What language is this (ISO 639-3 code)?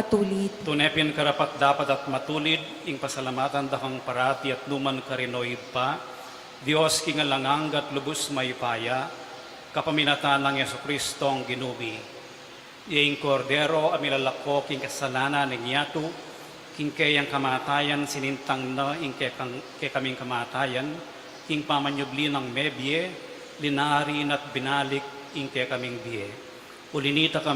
pam